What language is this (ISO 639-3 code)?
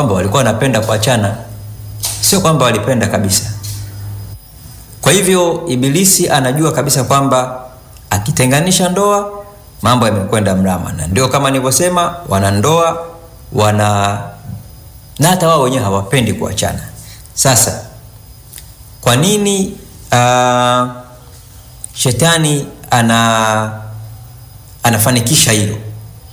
swa